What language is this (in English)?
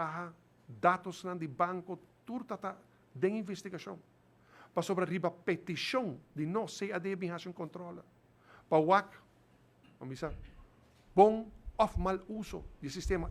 Papiamento